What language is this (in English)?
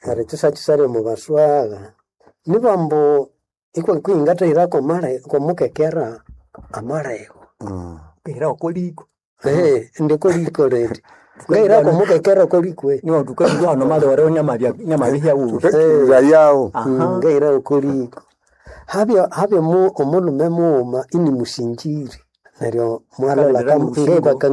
Nande